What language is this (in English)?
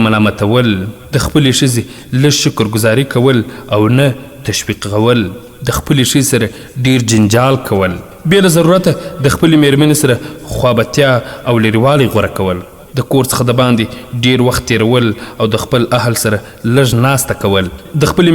Pashto